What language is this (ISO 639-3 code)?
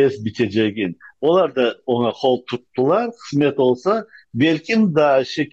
crh